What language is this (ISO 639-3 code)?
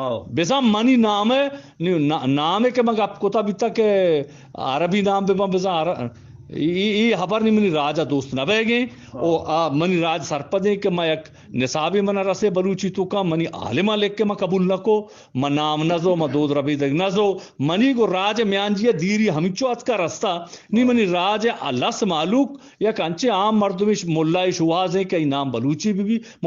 bgp